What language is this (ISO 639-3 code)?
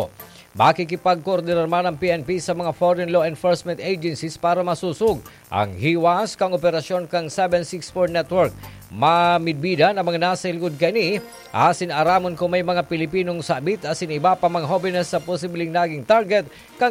bik